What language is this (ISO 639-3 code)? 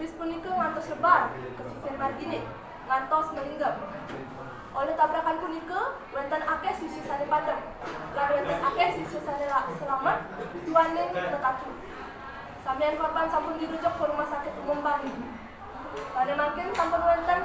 ban